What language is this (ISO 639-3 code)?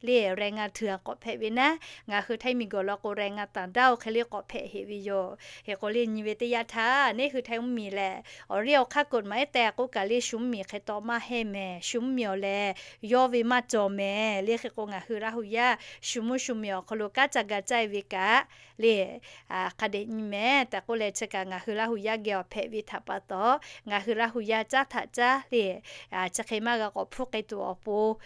lhu